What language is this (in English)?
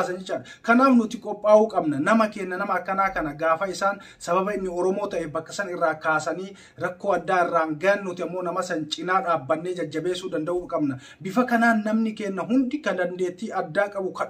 Oromo